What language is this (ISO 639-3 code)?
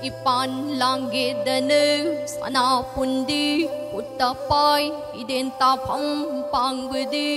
mni